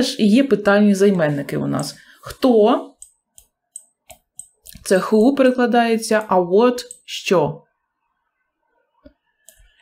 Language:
Ukrainian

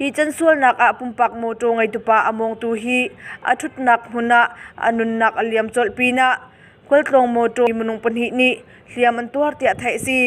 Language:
Hakha Chin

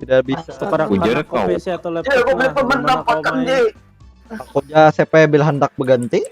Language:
Banjar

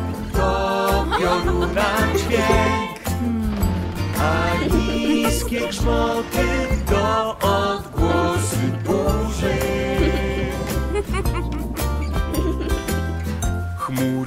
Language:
Polish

